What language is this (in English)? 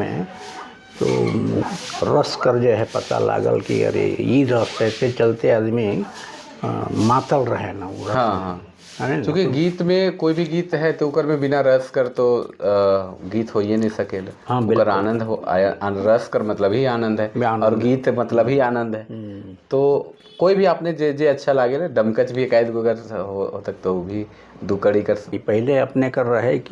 Sadri